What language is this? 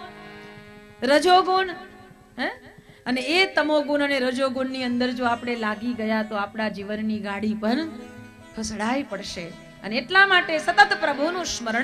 Gujarati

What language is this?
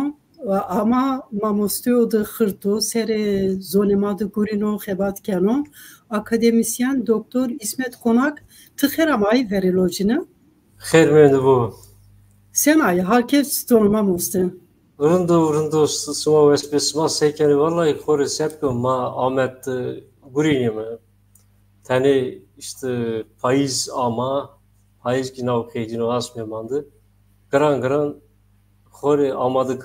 Zaza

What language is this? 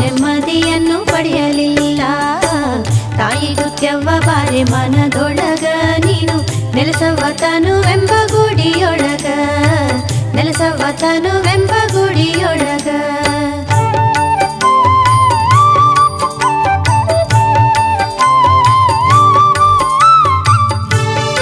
Kannada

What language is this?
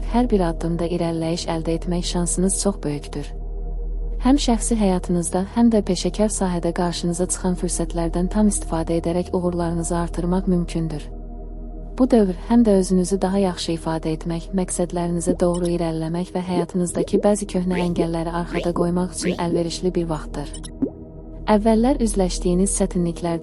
Azerbaijani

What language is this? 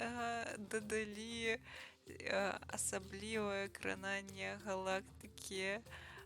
Belarusian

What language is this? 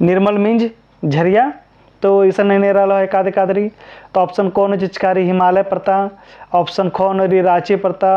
Kurukh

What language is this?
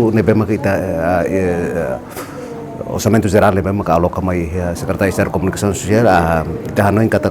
Tetum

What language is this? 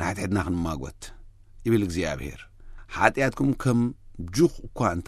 Tigrinya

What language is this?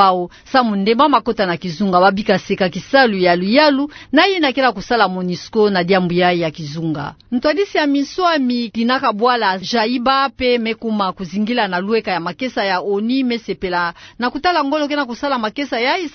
Kituba (Democratic Republic of Congo)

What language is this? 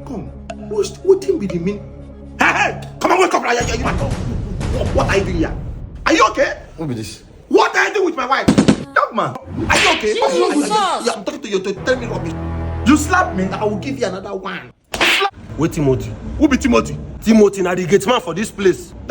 Nigerian Pidgin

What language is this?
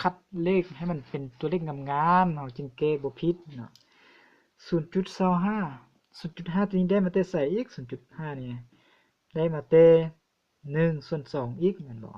Lao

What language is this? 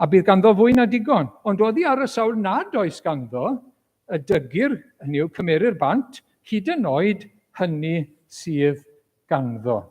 Welsh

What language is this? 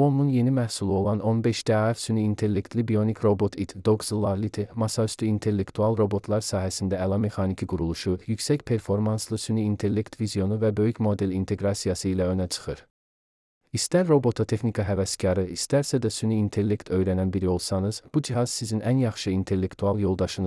Azerbaijani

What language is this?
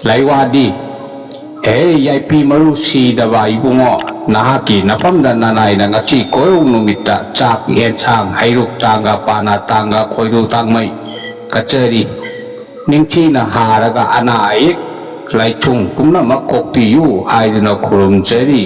Manipuri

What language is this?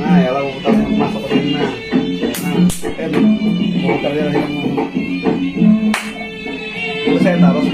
Banjar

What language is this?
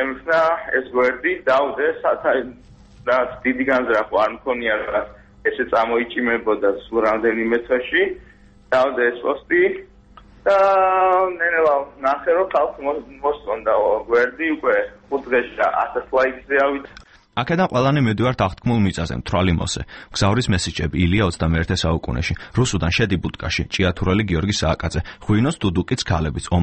Georgian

